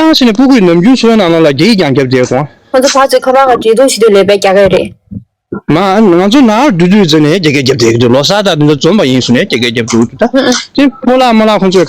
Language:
Tibetan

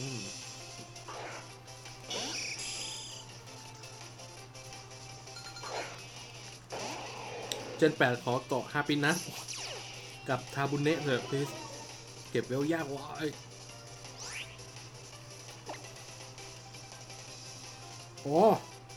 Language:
Thai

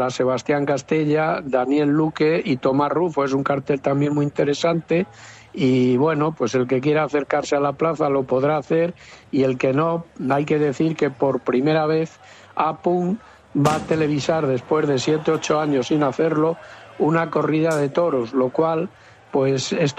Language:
Spanish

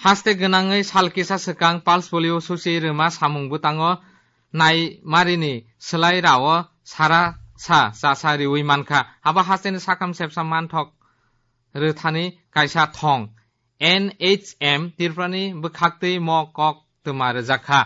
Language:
Kok Borok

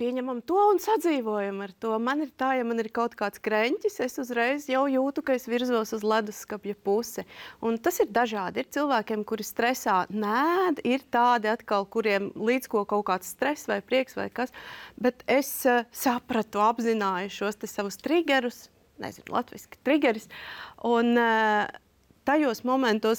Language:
Latvian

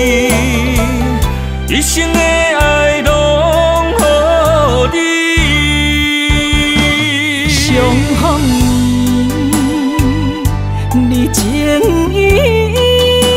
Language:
Min Nan Chinese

